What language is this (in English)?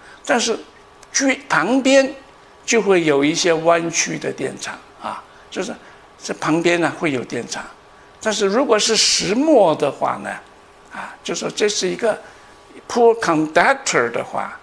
Chinese